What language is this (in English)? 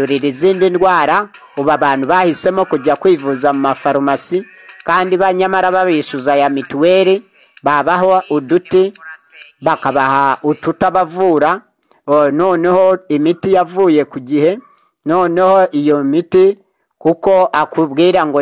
Kinyarwanda